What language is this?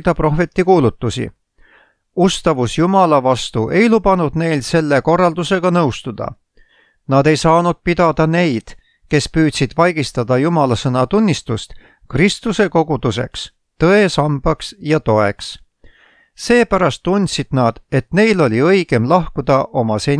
Estonian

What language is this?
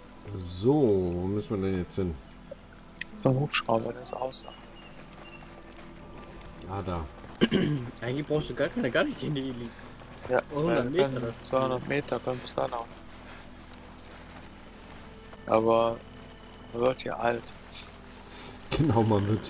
German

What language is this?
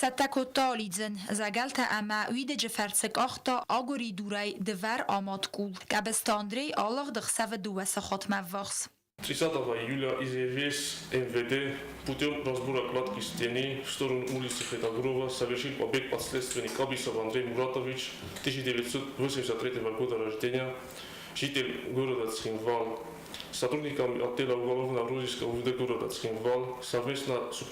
Ossetic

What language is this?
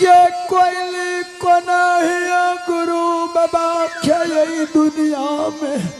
Angika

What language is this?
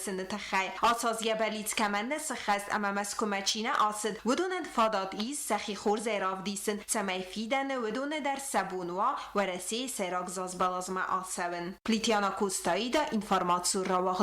Ossetic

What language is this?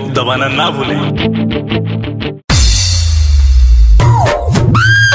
Bhojpuri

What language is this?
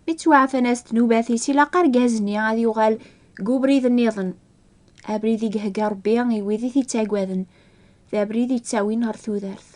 Kabyle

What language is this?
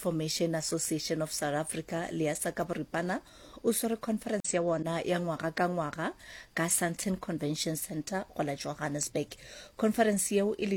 Northern Sotho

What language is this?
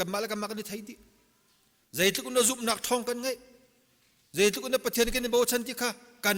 Hakha Chin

